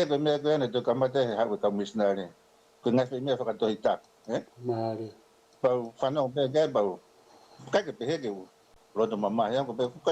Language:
Tongan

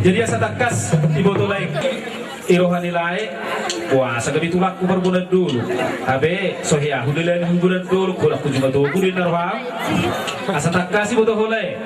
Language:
Batak Toba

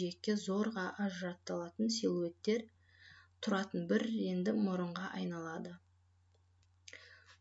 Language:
Kazakh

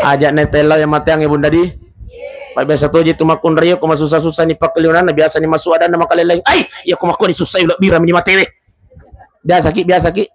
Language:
Buginese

